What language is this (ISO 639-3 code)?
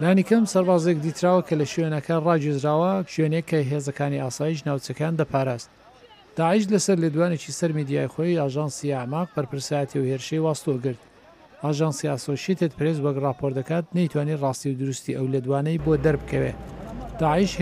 ckb